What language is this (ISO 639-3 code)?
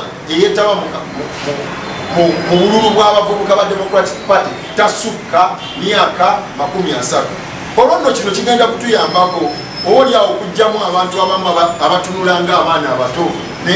lug